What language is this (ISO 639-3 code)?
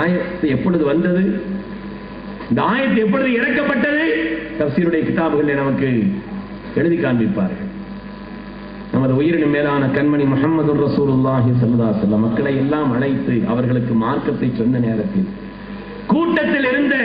tam